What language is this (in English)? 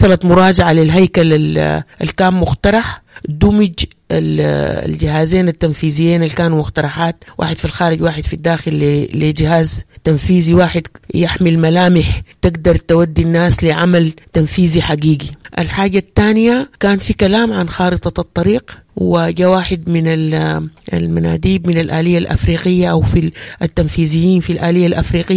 Sudanese Arabic